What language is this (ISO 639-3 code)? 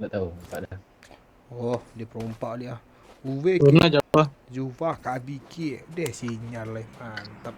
min